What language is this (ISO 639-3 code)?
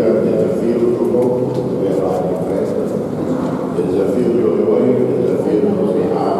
tet